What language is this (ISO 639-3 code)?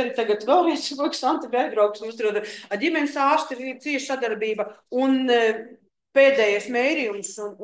lav